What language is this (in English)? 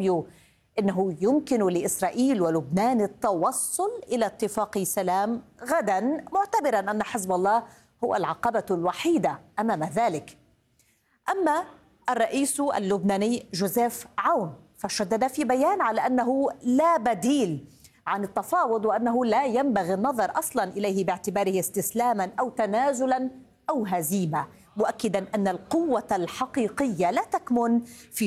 Arabic